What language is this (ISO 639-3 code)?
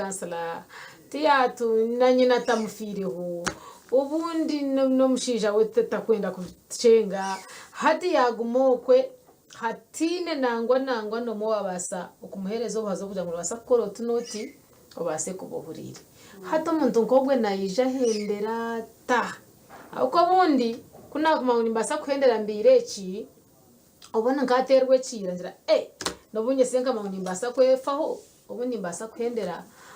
nyn